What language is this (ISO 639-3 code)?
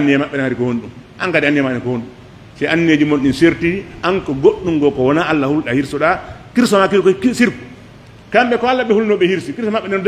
fuf